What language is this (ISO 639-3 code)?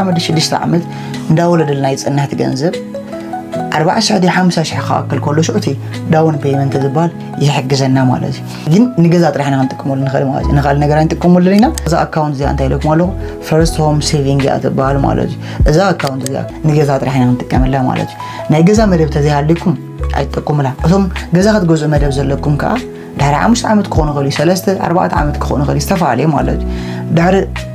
tir